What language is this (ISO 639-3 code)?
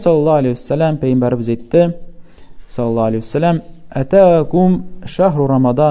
tat